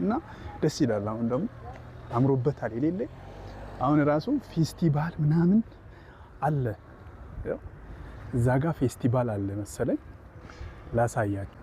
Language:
Amharic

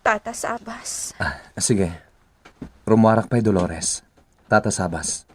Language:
Iloko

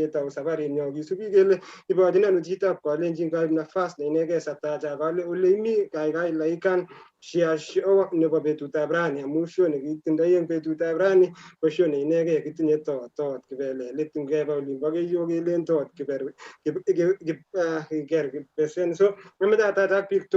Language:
Kalenjin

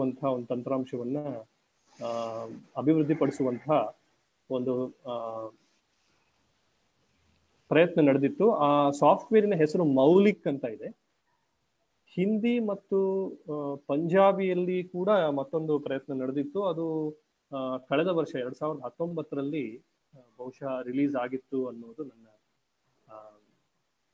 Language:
Kannada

